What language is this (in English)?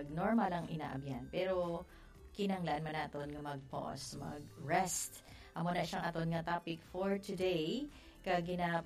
Hiligaynon